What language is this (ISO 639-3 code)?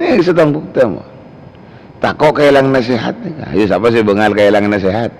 mad